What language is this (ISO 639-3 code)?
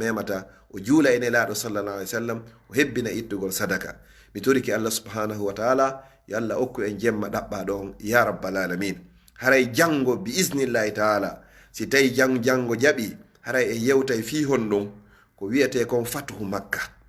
ful